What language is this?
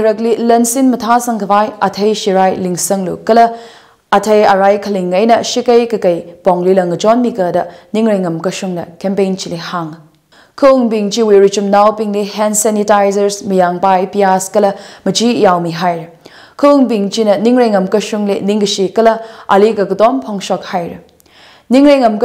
Tangkhul Naga (India)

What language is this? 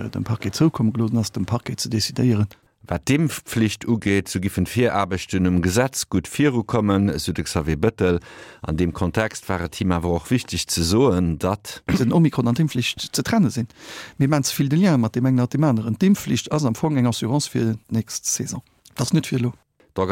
Luxembourgish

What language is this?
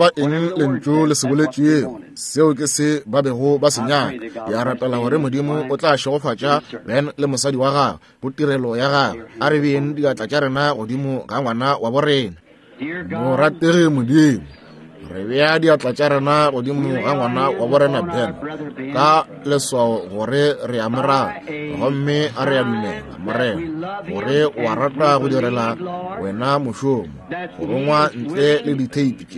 Northern Sotho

